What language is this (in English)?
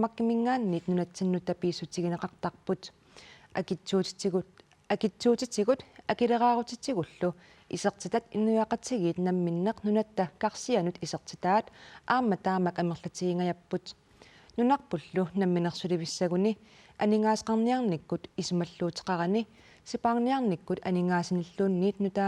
Kalaallisut